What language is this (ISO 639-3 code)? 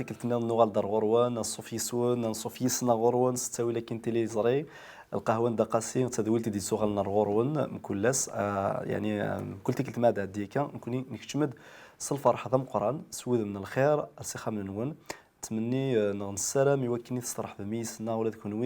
kab